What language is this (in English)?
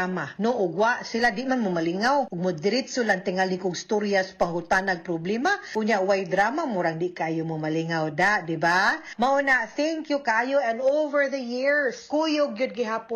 Cebuano